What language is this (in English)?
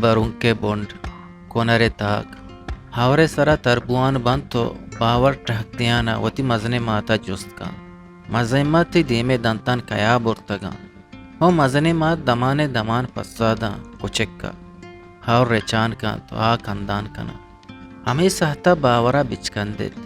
Baluchi